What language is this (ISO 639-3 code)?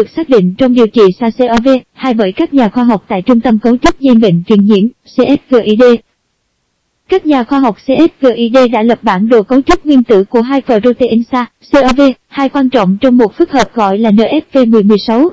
vie